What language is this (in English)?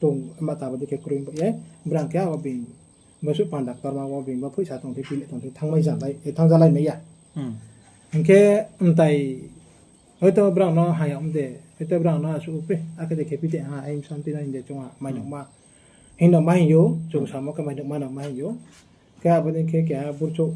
Riang (India)